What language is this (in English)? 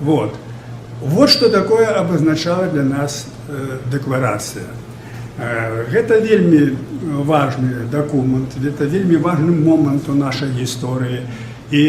Belarusian